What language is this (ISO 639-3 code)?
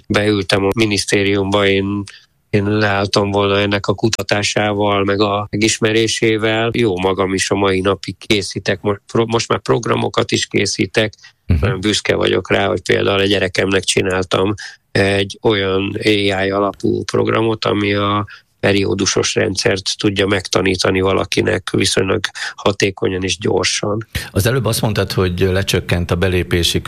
hun